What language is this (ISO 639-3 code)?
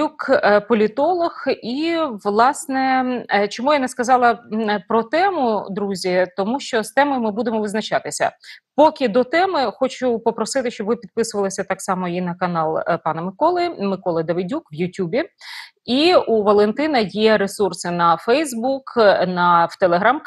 ukr